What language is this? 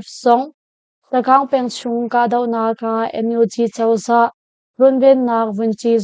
Hakha Chin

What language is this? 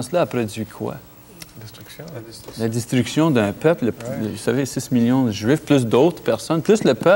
French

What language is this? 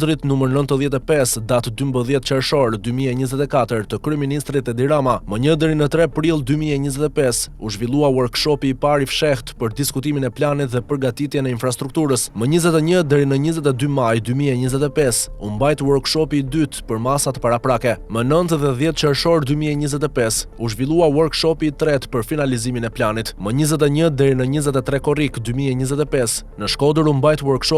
Albanian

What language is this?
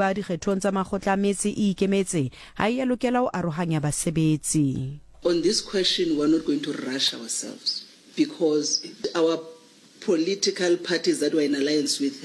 Southern Sotho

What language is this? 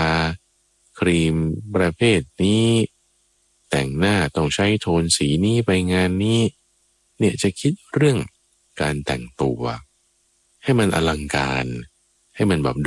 Thai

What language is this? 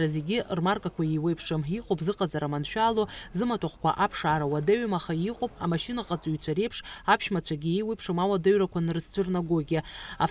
Abkhazian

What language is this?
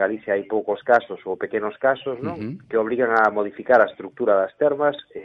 Galician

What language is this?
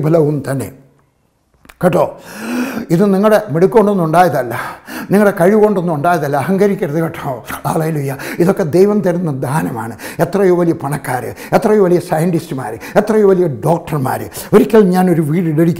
Malayalam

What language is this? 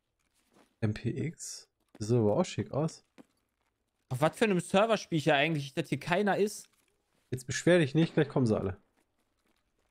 German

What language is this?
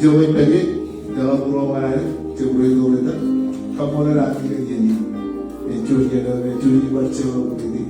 Marshallese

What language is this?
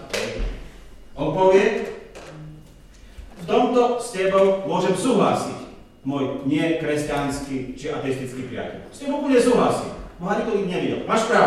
Slovak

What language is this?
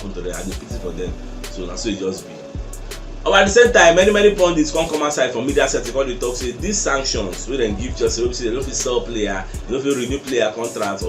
Nigerian Pidgin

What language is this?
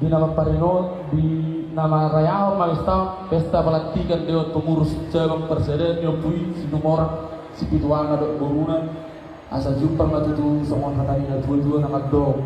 Batak Toba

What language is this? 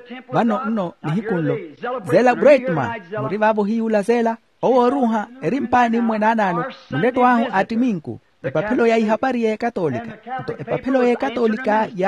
Makhuwa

